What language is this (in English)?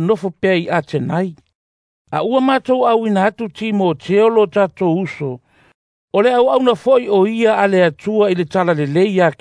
Samoan